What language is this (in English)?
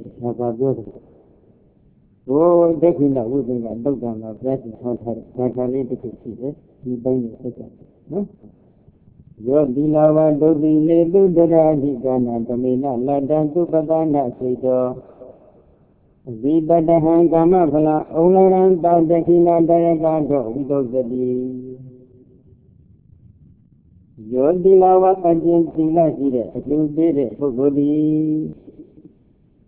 Burmese